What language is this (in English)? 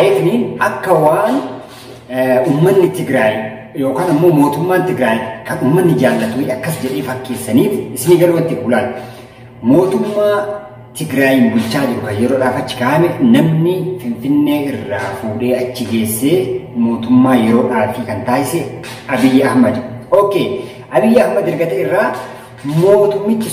Oromo